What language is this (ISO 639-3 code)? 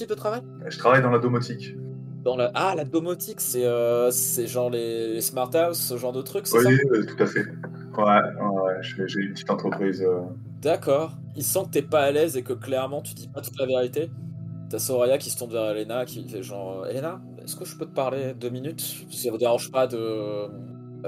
fra